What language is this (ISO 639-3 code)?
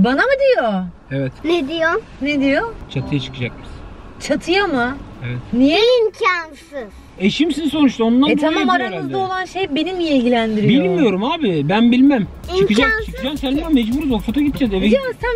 tur